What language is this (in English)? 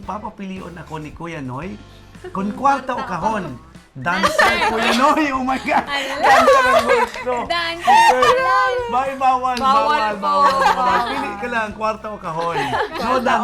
Bikol